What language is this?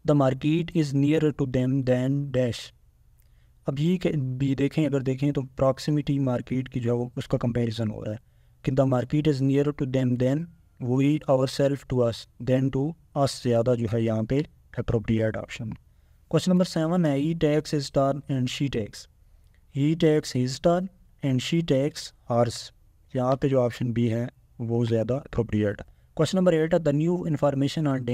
Urdu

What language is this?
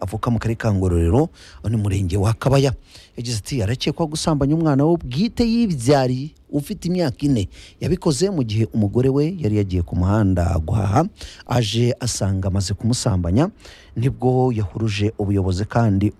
Kinyarwanda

